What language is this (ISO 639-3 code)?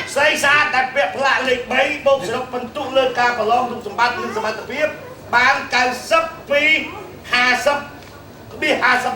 khm